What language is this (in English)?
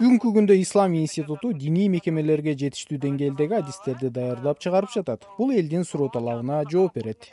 Kyrgyz